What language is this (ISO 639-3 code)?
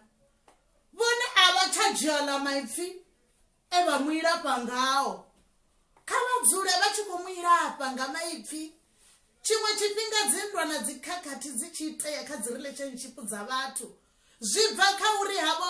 ven